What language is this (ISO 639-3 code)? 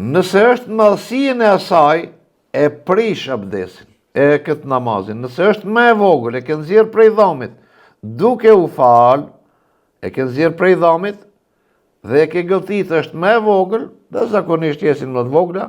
sqi